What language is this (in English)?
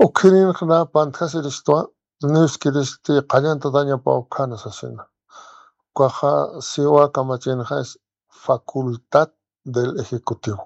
Aymara